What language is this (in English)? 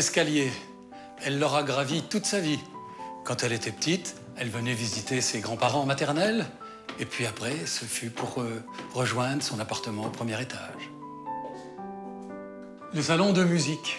French